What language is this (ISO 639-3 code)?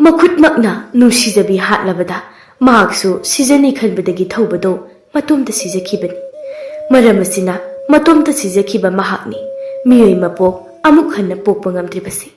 mni